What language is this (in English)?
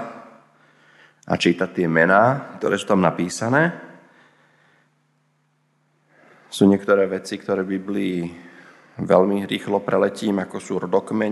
Slovak